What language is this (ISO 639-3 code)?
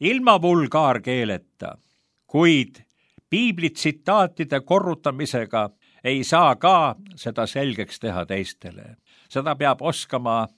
est